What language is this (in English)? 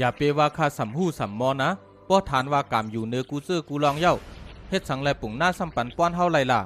Shan